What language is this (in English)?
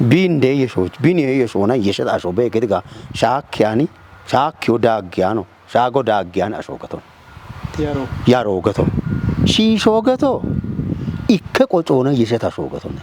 Kafa